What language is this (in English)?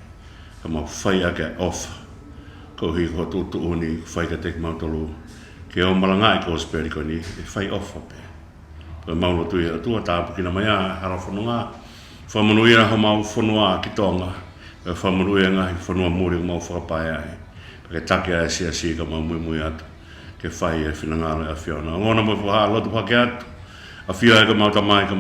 Tongan